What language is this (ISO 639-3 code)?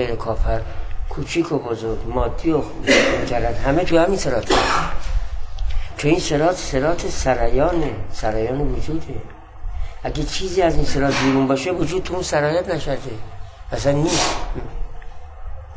fas